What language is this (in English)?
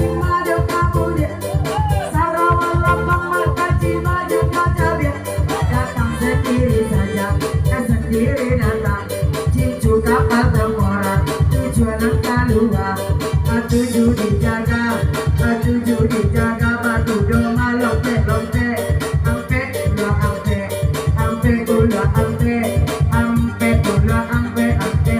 Minangkabau